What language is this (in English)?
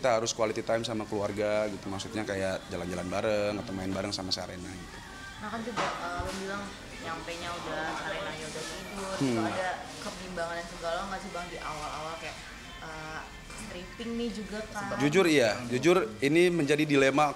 Indonesian